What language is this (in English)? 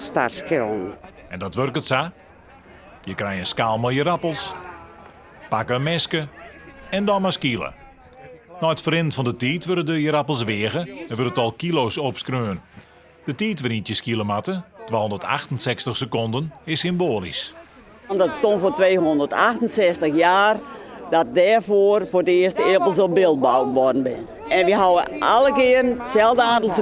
Western Frisian